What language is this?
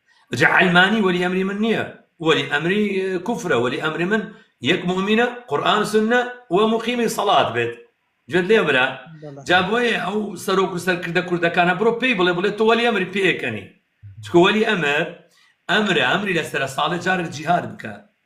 Kurdish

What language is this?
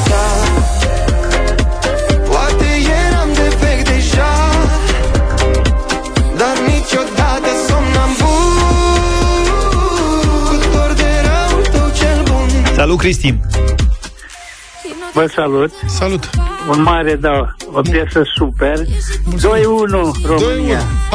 Romanian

